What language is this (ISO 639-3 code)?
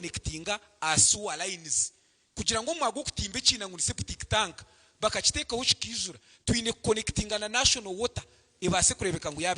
nyn